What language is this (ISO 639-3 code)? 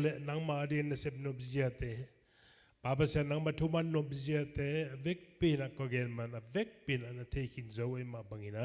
ctd